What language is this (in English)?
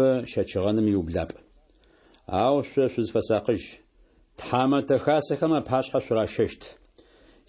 Adyghe